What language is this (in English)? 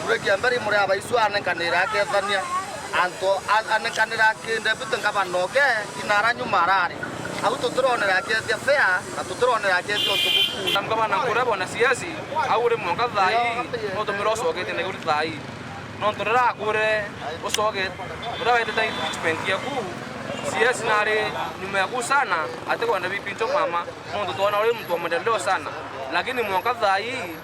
Meru